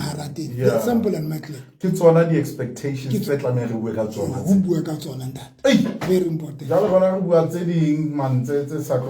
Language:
Southern Sotho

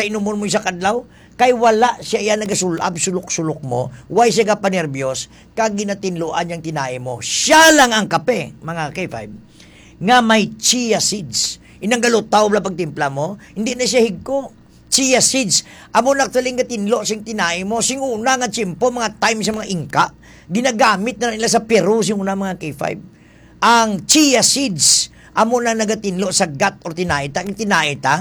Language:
Hiligaynon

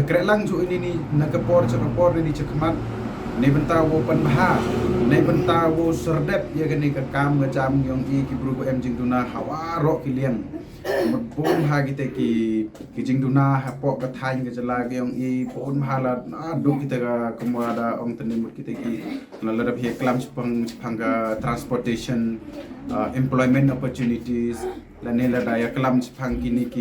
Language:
Pnar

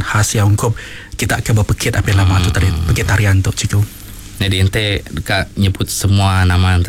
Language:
Iban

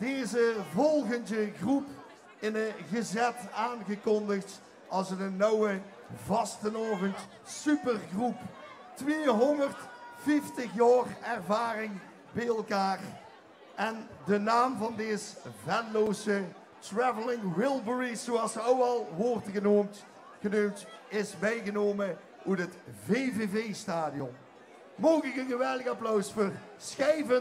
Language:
Limburgish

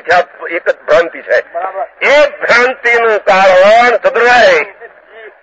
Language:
Gujarati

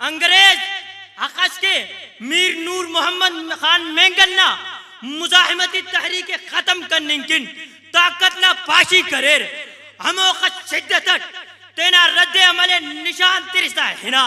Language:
Brahui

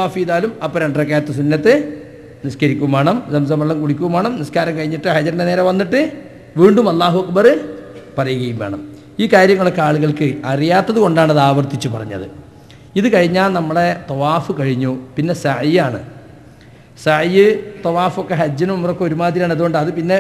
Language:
Malayalam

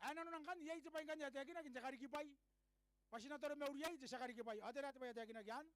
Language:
Gilbertese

